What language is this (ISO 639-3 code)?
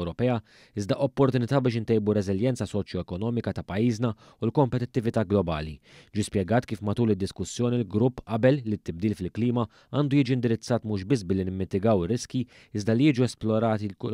mlt